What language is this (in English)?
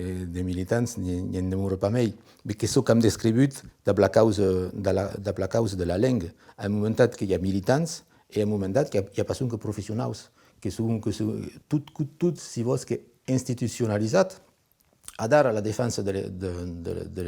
Occitan